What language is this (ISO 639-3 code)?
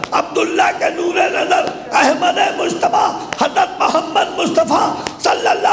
urd